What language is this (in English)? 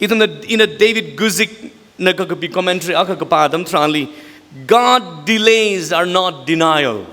Tangkhul Naga (India)